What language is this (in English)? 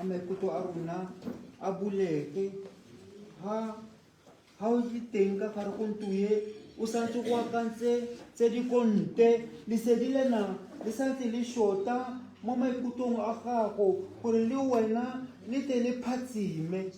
Tswana